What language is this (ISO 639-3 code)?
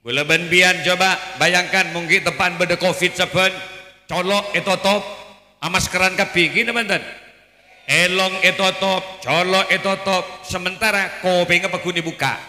mad